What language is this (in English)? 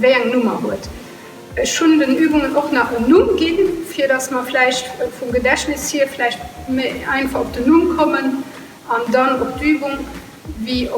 Luxembourgish